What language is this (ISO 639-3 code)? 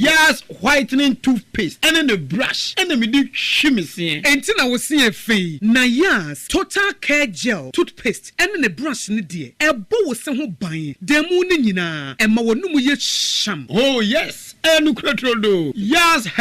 aka